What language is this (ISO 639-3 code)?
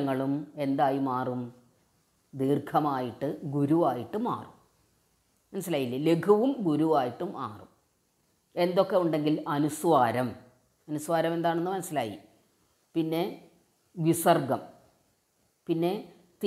mal